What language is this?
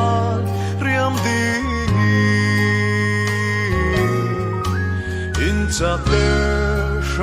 Falam Chin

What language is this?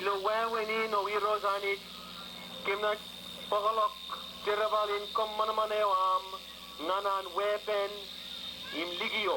Marshallese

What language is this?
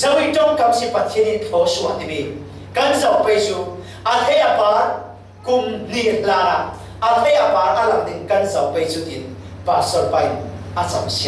Falam Chin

